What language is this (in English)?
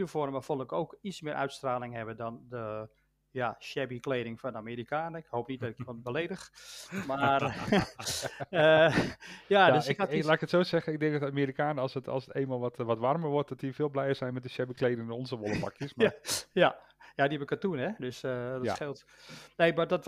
Dutch